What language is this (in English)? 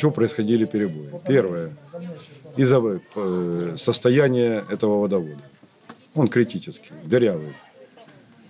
Ukrainian